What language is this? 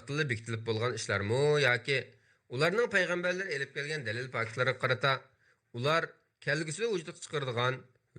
Uyghur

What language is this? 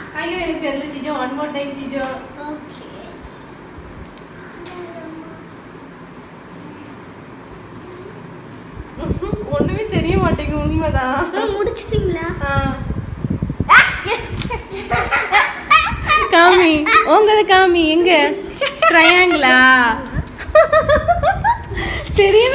Tamil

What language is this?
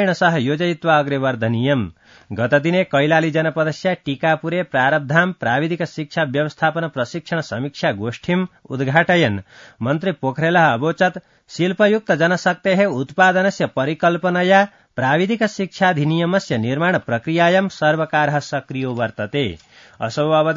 Sanskrit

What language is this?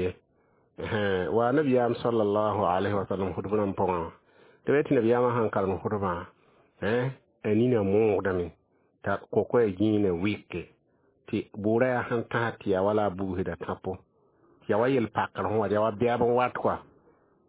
Mossi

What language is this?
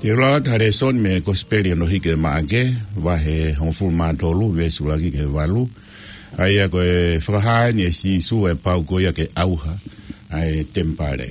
Tongan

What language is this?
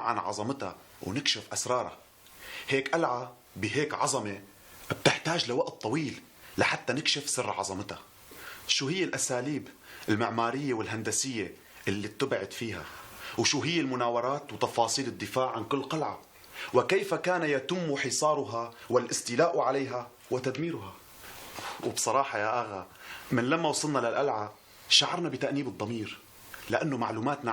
North Levantine Arabic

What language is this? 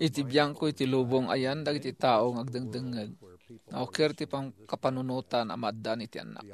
Iloko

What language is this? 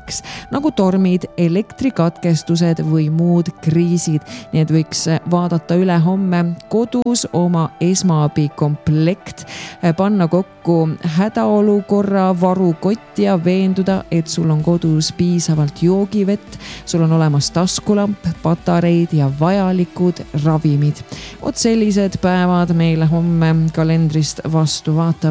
Estonian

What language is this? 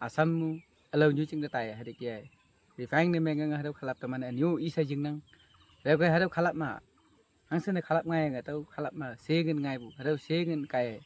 Naga Pidgin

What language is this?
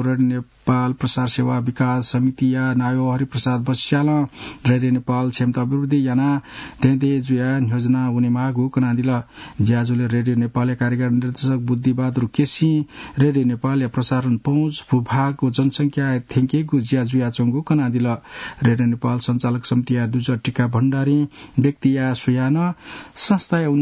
Newari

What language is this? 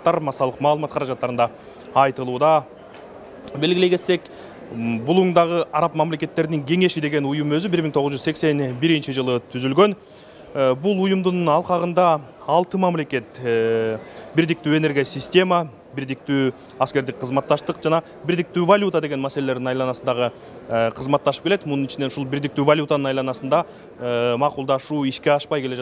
Kyrgyz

